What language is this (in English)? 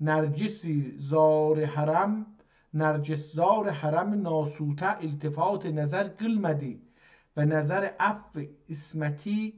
South Azerbaijani